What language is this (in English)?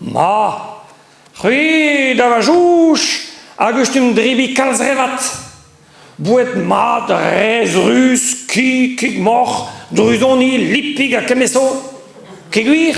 Breton